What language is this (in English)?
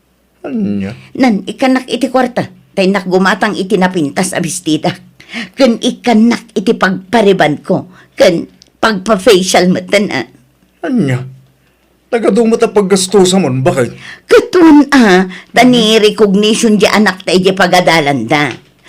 Iloko